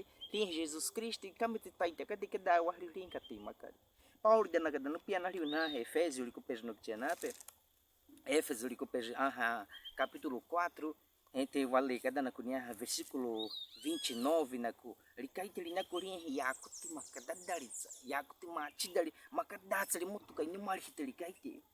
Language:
Baniwa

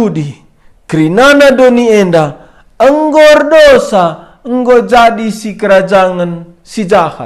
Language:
Batak Karo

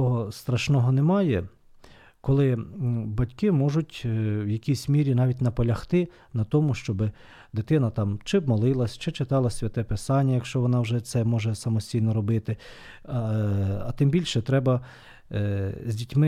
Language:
Ukrainian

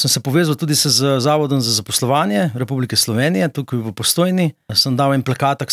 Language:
Slovenian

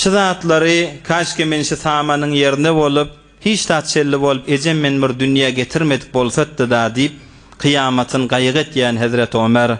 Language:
Turkmen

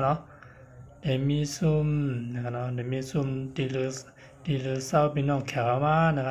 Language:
Shan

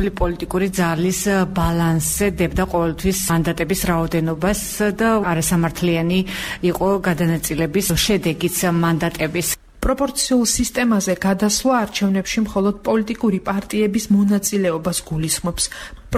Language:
Georgian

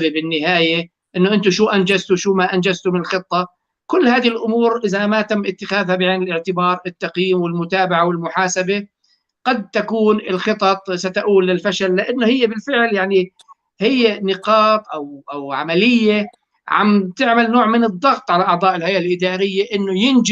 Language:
North Levantine Arabic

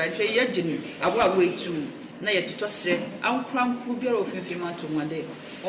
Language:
Akan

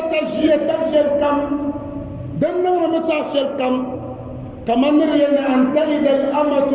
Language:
Dagbani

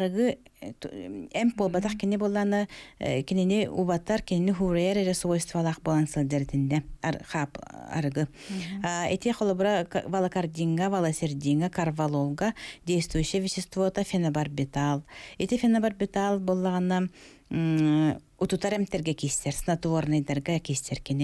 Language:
Yakut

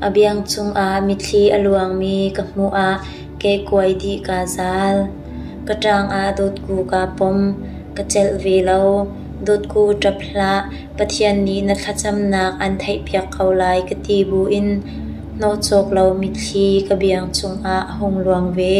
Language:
Hakha Chin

